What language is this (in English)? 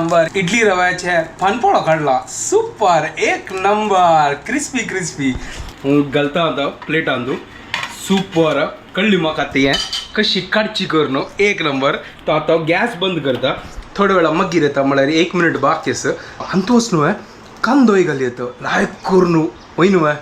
Konkani